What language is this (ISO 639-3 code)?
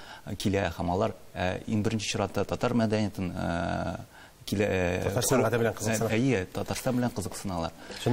tat